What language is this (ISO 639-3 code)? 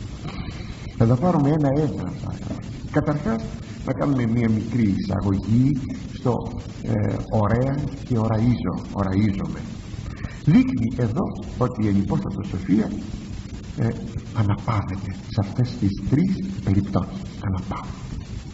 ell